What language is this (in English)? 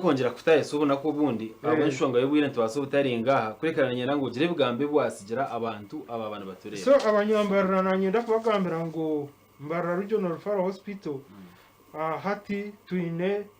Nyankole